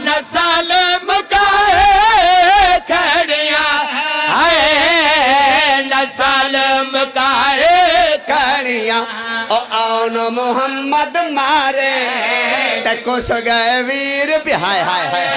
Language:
Pahari-Potwari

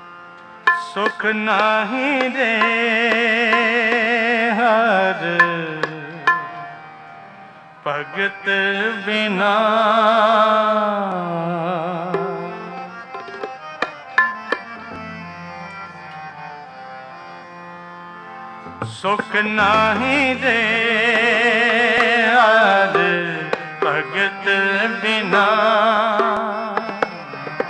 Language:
Punjabi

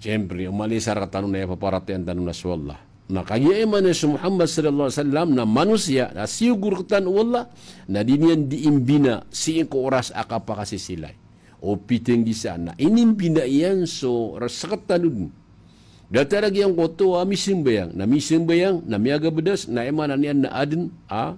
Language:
Maranao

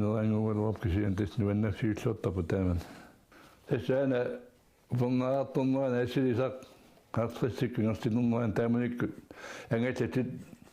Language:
Kalaallisut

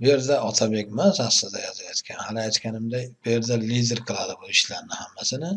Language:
Uzbek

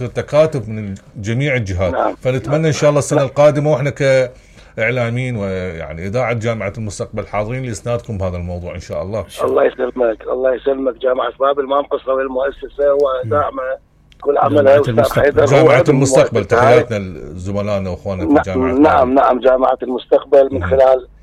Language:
Mesopotamian Arabic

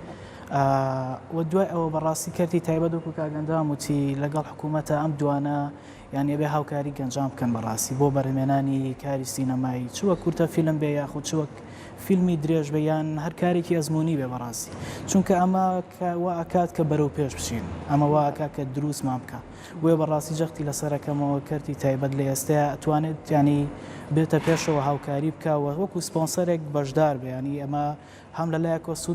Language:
Central Kurdish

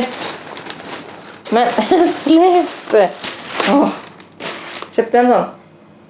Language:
Swedish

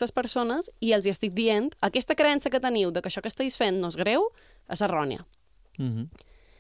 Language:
Catalan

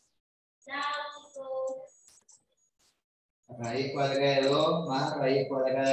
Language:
Spanish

